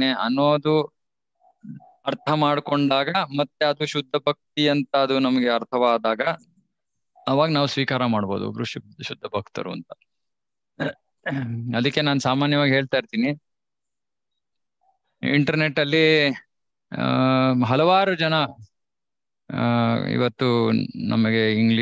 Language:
Kannada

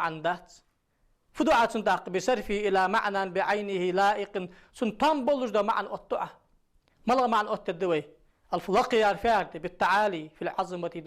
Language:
Ingush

